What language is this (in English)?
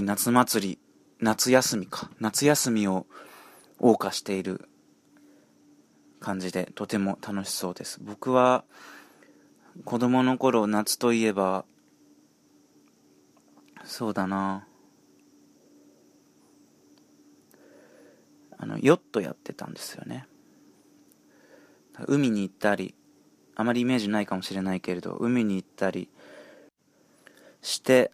Japanese